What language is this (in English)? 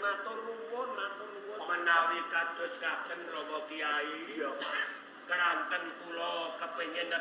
Javanese